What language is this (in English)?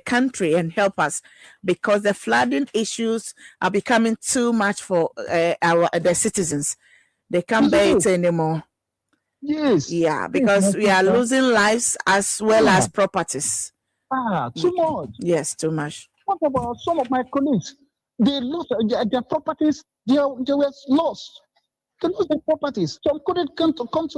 Ewe